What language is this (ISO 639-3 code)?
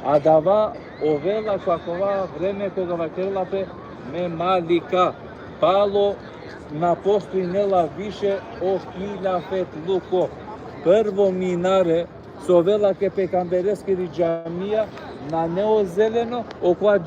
rmn